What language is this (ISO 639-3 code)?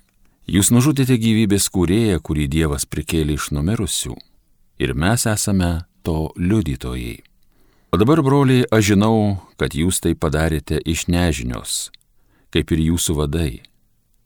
lit